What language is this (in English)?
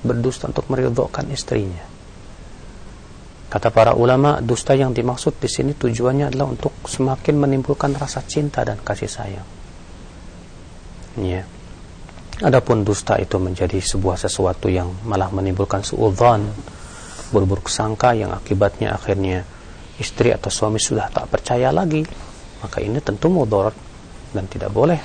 Indonesian